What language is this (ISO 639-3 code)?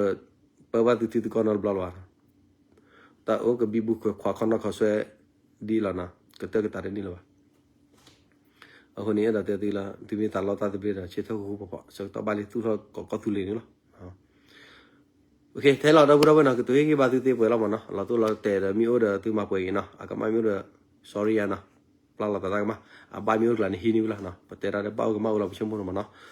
ksw